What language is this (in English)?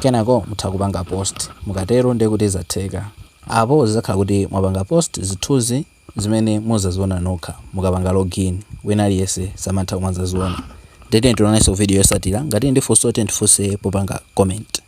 Nyanja